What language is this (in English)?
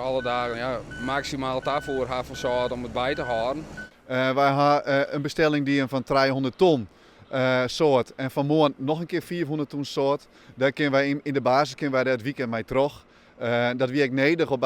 Western Frisian